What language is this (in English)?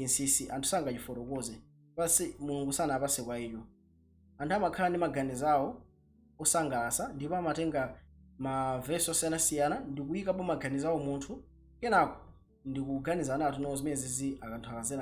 Nyanja